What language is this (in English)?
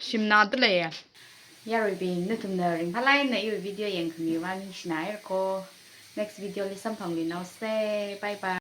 Tangkhul Naga (India)